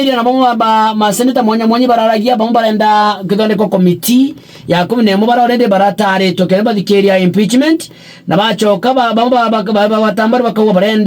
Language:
Meru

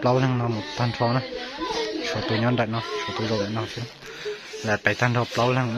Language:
Hmong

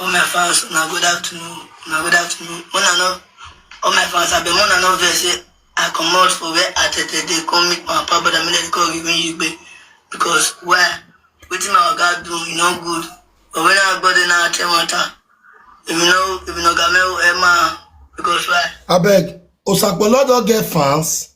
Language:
Nigerian Pidgin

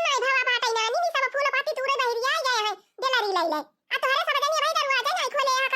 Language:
Awadhi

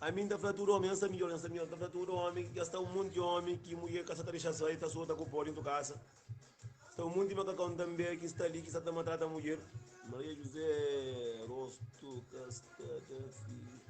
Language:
Kabuverdianu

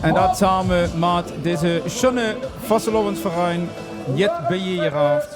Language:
Limburgish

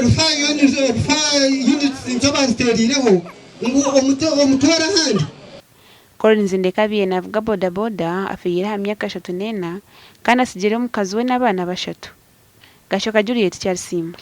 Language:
Nyankole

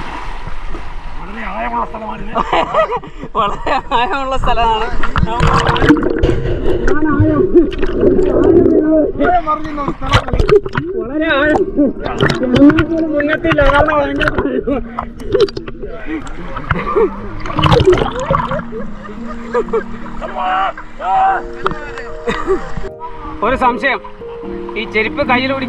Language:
Malayalam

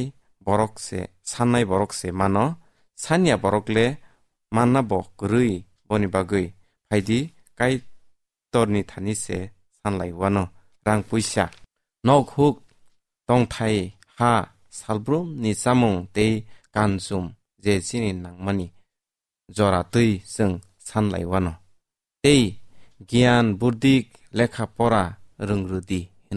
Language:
Kok Borok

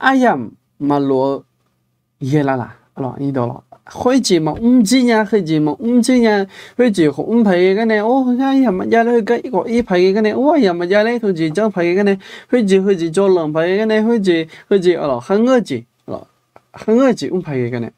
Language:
Akha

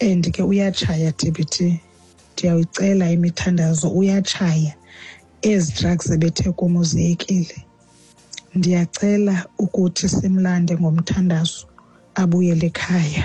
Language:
Xhosa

